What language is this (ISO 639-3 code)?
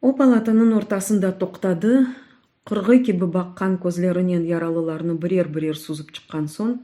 crh